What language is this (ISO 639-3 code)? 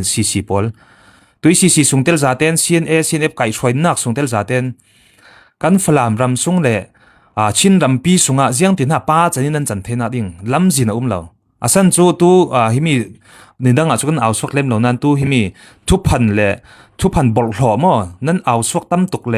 cfm